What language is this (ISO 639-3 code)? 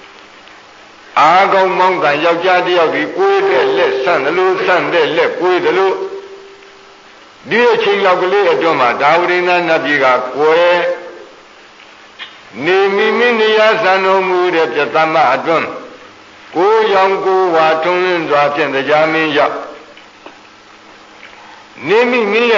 mya